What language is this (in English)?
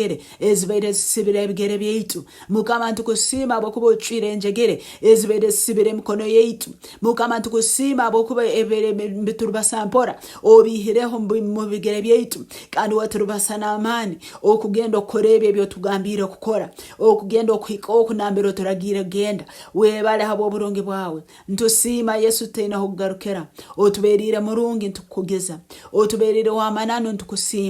Nyoro